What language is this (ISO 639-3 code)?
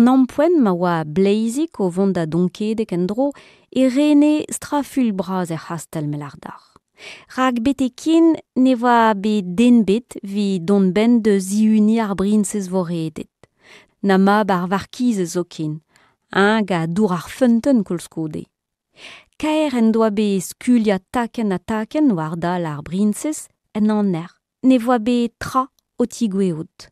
bre